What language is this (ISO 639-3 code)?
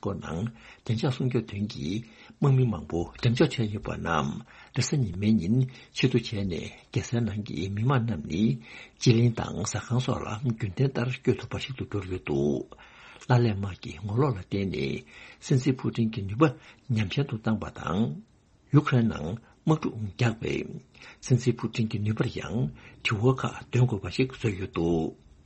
bod